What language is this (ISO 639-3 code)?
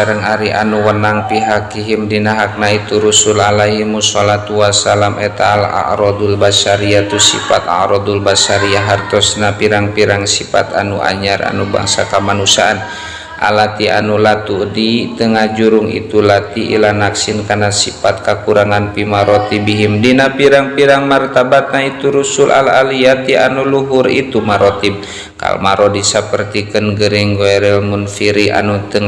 sun